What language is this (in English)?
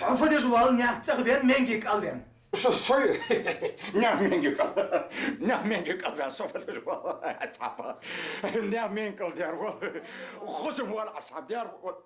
Ingush